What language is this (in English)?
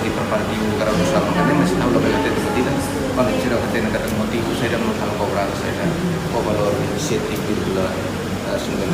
Tetum